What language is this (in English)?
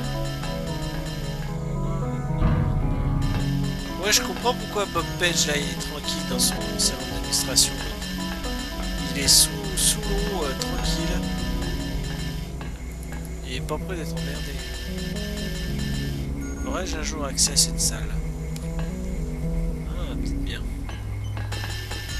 French